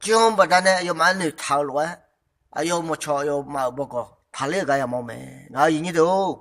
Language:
Akha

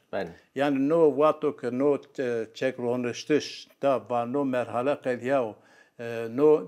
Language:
Zaza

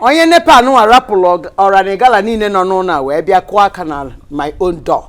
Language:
Igbo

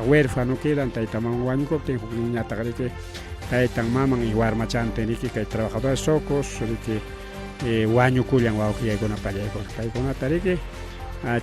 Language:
Ayacucho Quechua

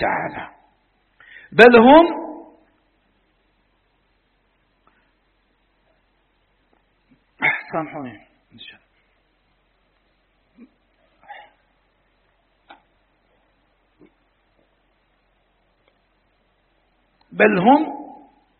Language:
Arabic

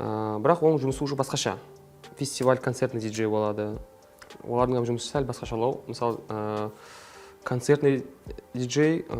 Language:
Kara-Kalpak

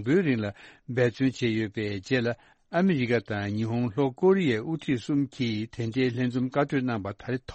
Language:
Tibetan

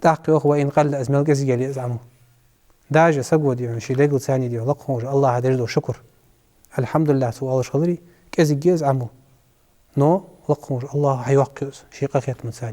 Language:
Ingush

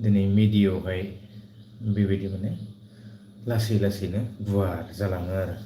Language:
Bodo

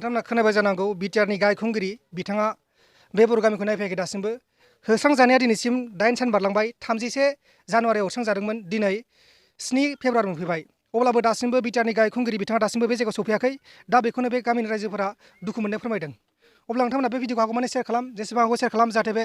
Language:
Bodo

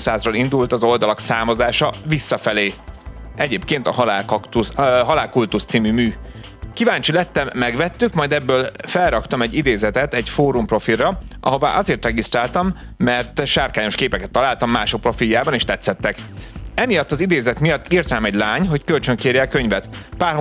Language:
Hungarian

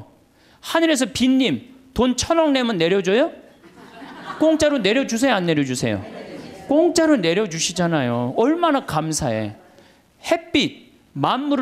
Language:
Korean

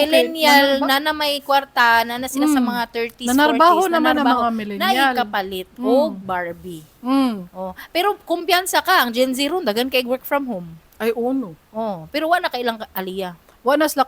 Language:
Cebuano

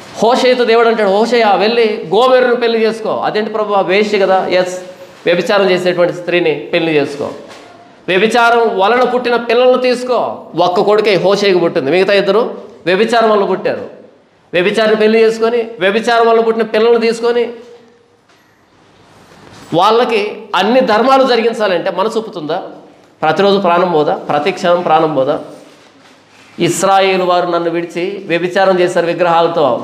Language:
Telugu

